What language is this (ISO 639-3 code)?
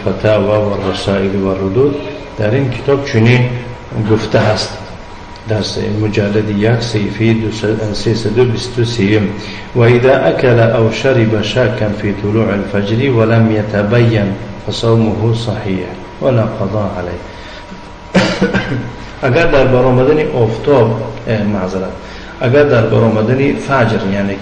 tgk